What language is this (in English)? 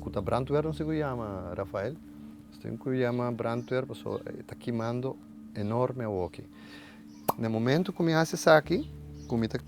Papiamento